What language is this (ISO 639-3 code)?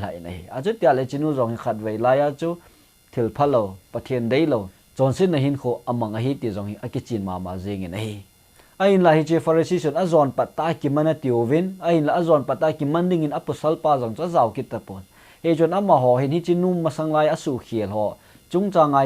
tcz